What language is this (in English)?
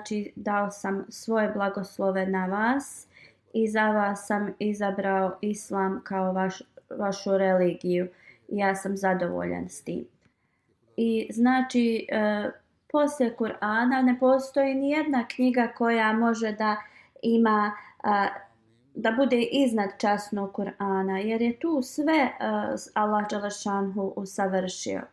Bosnian